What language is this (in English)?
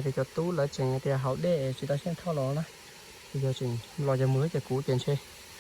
Hmong